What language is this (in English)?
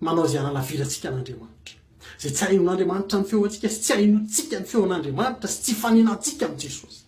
Malagasy